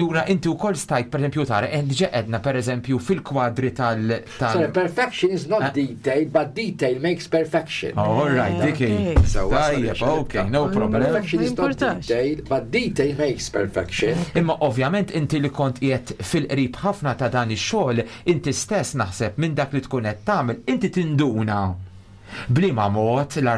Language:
Maltese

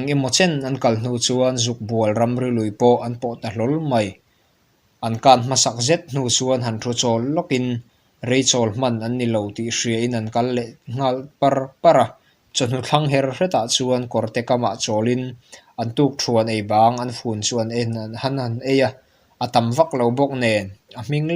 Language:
Mizo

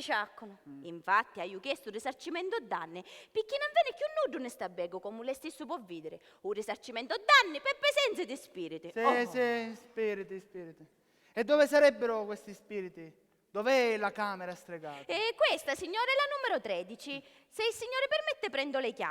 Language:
Sicilian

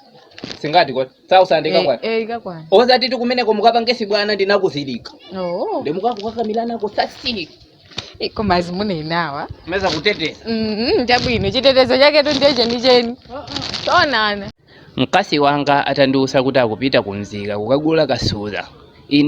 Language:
Nyanja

